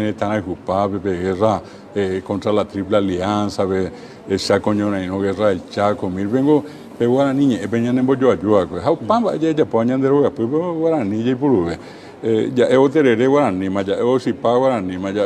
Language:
Guarani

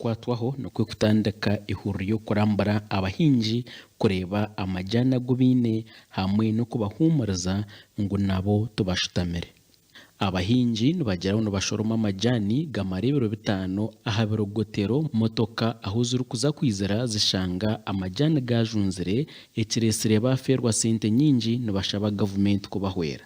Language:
Nyankole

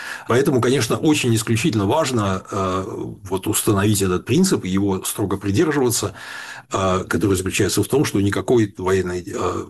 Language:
Russian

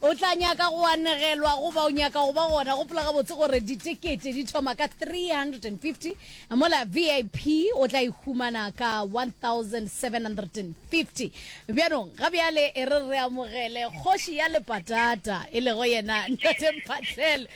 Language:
Northern Sotho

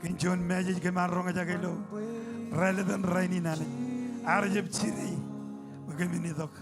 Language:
Marshallese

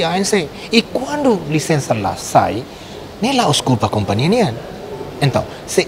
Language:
Tetum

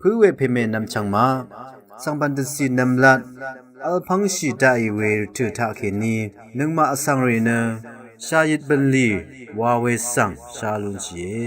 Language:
Rawang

